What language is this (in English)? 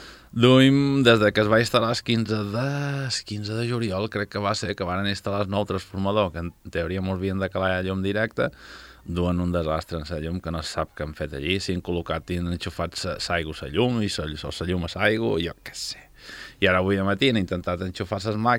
Catalan